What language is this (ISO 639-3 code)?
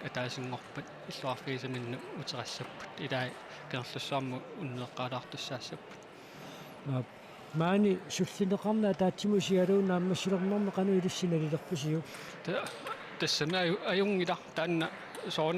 kal